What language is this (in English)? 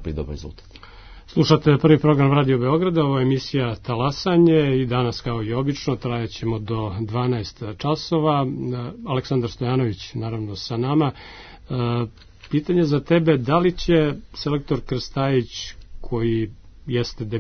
Serbian